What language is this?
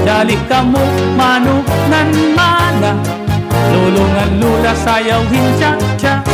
Waray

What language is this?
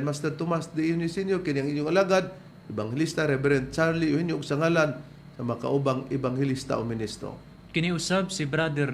Cebuano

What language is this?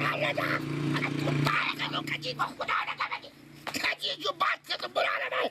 Persian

